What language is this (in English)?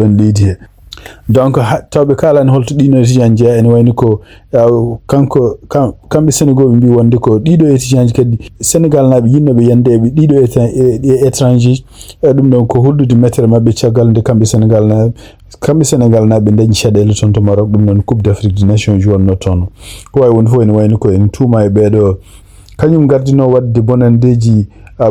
Fula